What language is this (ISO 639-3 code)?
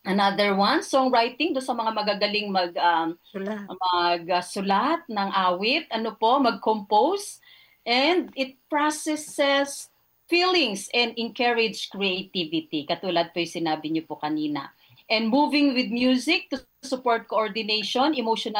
fil